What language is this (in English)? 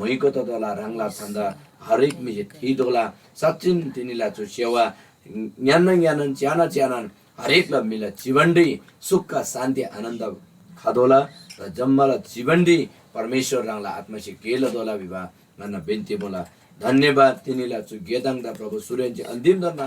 Eastern Tamang